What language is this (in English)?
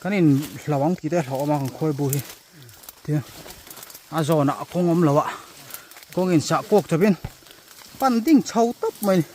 Mizo